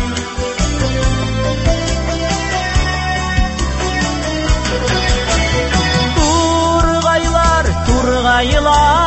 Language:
Tatar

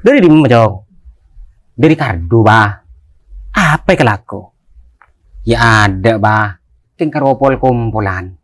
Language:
Madurese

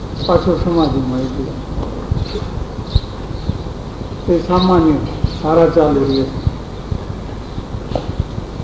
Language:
Gujarati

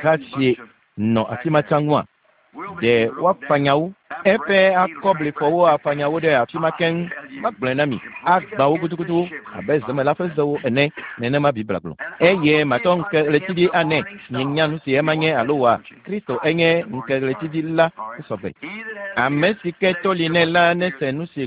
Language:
Ewe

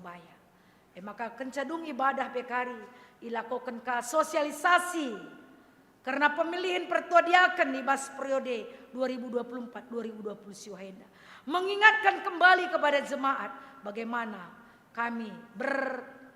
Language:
Batak Karo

